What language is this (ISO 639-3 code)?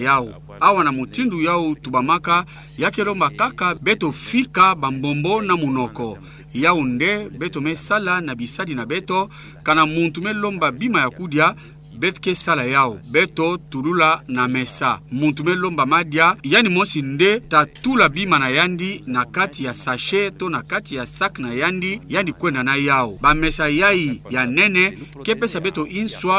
ktu